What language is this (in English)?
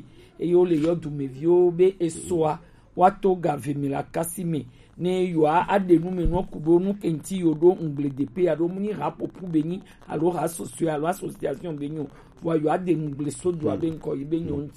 Gen